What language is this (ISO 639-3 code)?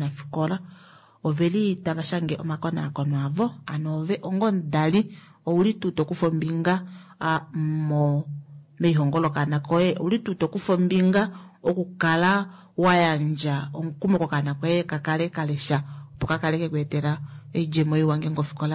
kua